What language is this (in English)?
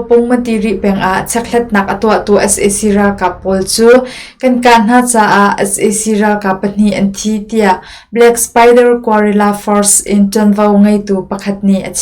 Hakha Chin